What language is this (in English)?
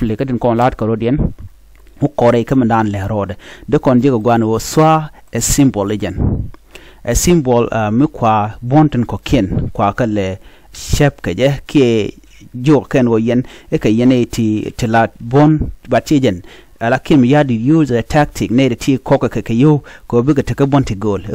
Nuer